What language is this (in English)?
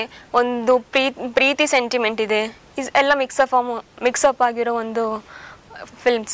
Kannada